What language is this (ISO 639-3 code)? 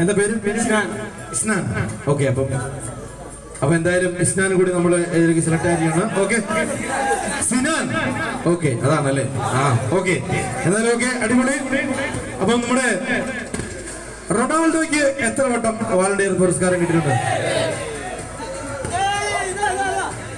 mal